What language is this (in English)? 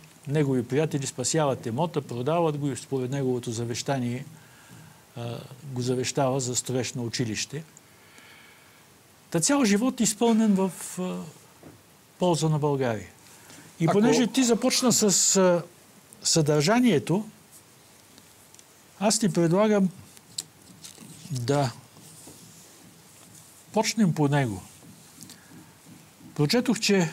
Bulgarian